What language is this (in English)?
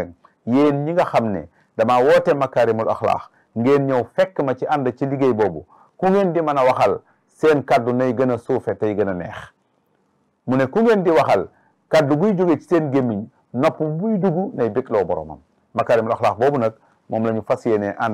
Wolof